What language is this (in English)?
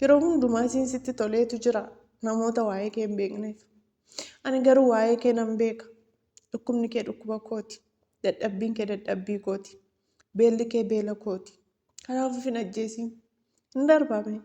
Oromo